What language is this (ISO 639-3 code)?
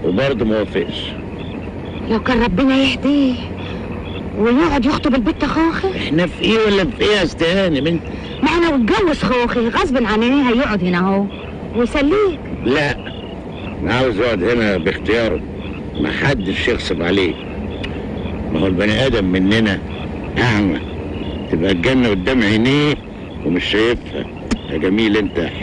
arz